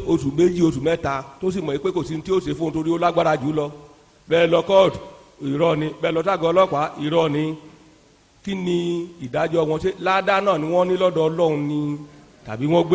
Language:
Yoruba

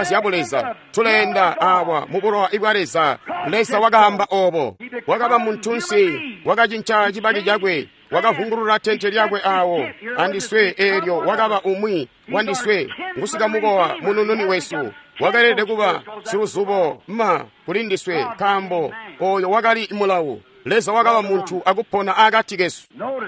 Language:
Tonga (Zambia)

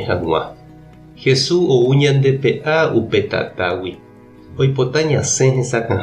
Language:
Guarani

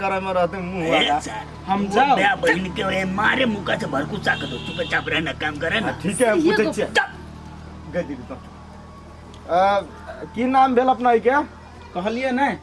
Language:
Maithili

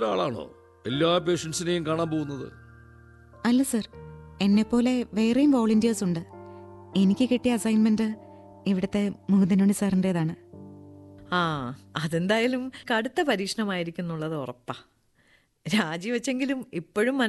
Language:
Malayalam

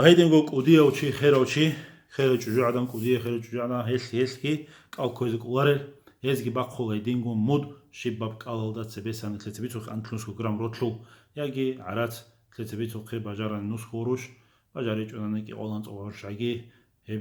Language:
Avaric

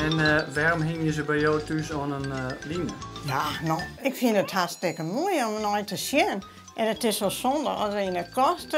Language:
Western Frisian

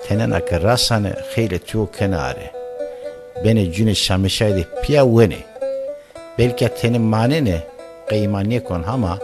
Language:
Zaza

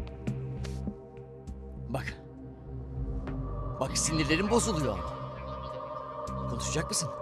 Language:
Turkish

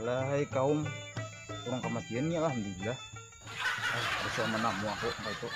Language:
Banjar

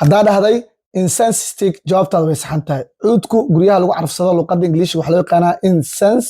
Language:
Somali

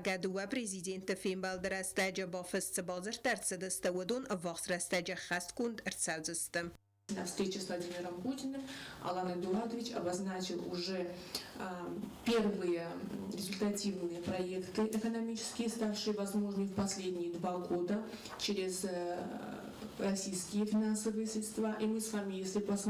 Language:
Ossetic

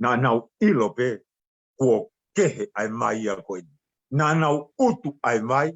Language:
Tongan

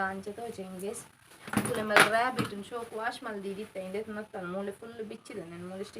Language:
Tulu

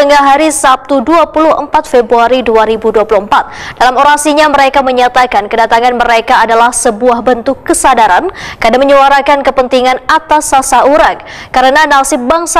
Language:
Banjar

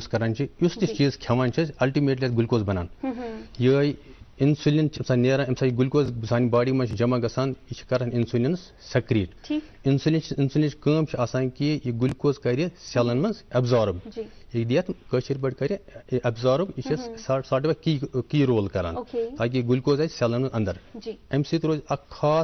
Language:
Kashmiri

